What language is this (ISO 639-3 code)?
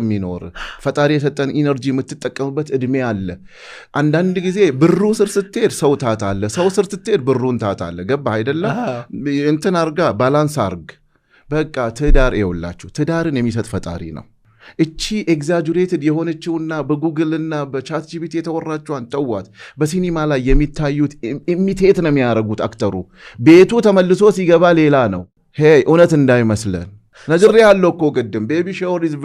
amh